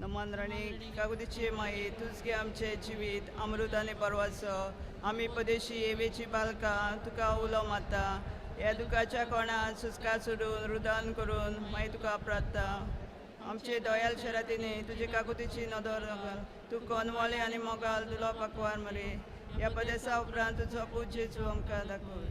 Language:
Konkani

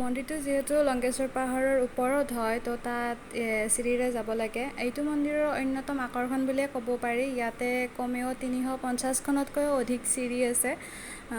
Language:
Assamese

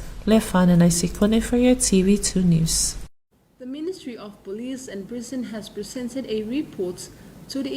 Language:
Samoan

